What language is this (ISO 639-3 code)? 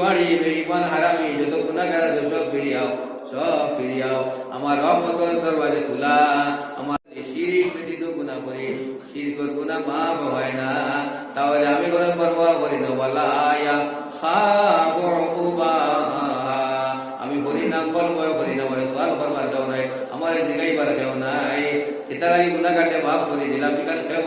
syl